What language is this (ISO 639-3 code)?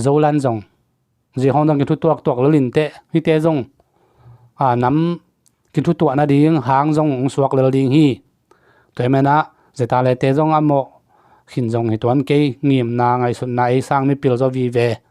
ctd